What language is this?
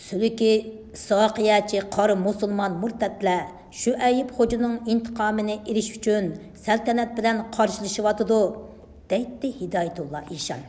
Uyghur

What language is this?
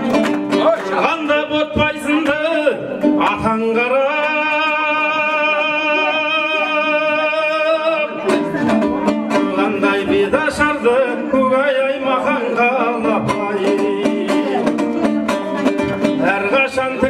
Kazakh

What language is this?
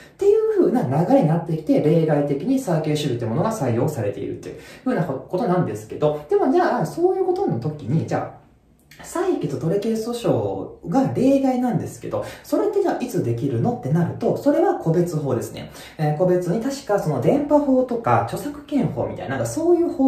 Japanese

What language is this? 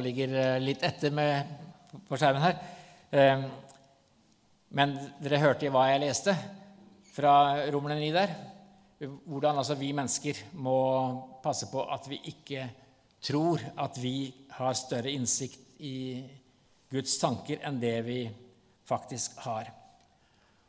Norwegian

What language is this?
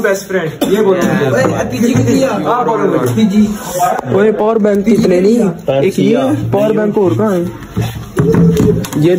Hindi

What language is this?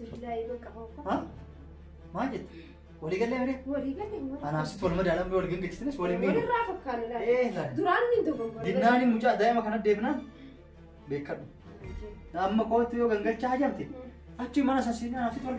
Oromo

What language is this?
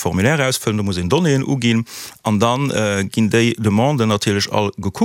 Luxembourgish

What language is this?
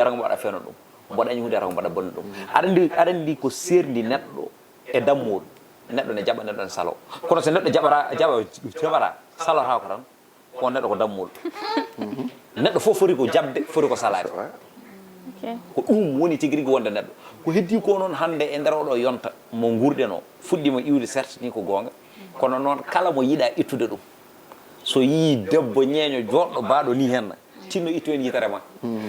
Fula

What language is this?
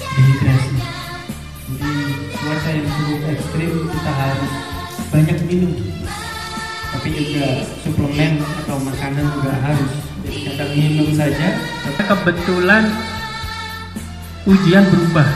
Indonesian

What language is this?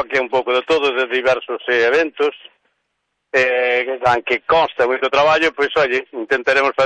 Galician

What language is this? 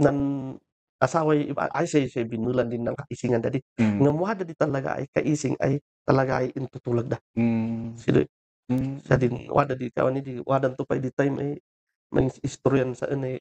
Kankanaey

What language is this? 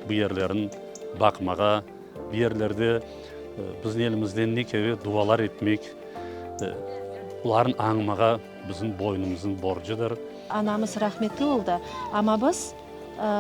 Crimean Tatar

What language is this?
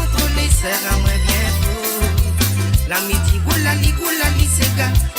Morisyen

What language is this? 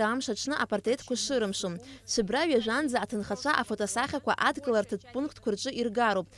Abkhazian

